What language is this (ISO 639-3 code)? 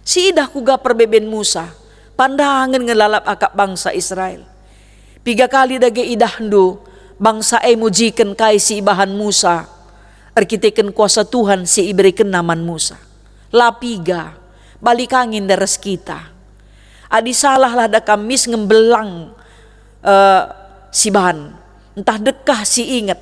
btx